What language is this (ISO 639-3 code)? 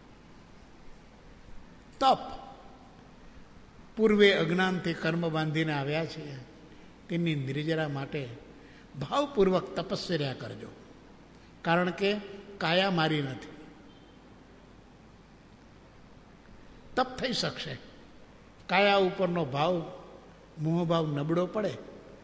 guj